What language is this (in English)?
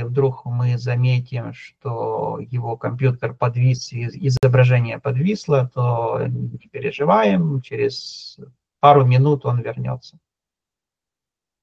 Russian